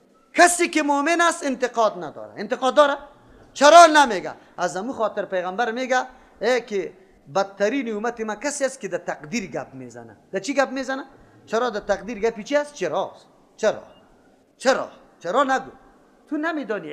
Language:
Persian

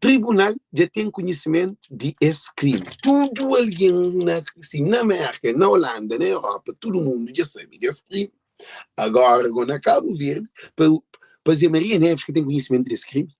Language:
Kabuverdianu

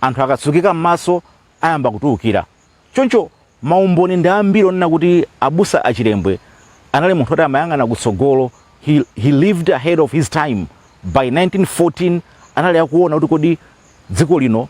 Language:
Nyanja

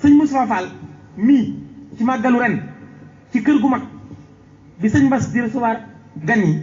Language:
Wolof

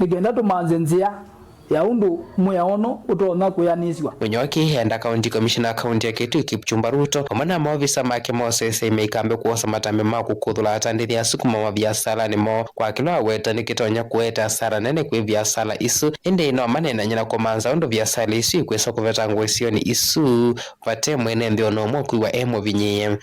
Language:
Kamba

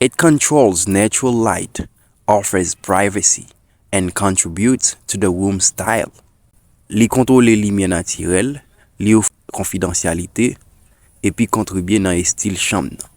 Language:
Haitian Creole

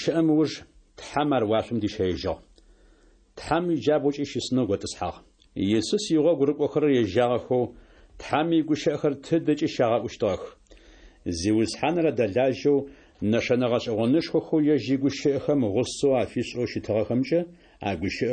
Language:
Adyghe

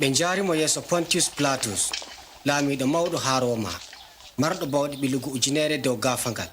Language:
Adamawa Fulfulde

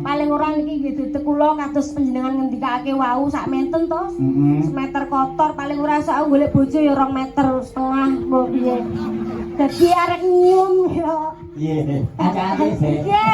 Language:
Javanese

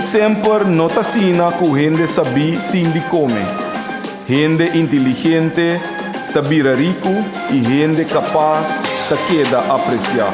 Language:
Papiamento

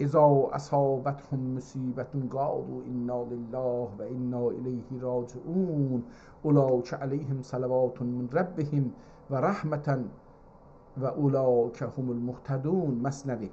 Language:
South Azerbaijani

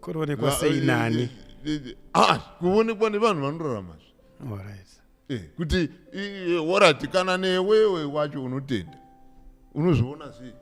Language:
Shona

